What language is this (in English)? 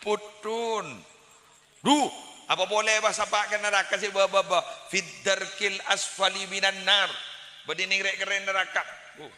Madurese